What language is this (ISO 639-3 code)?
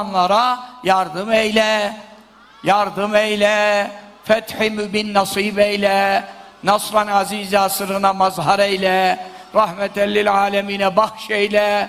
tur